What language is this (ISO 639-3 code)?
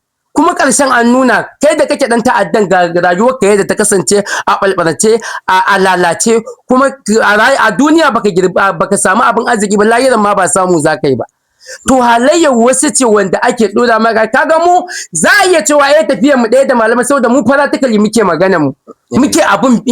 hau